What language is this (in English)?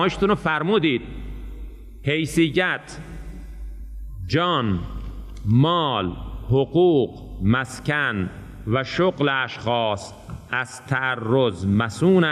Persian